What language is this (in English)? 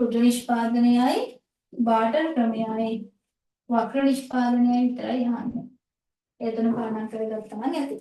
Sinhala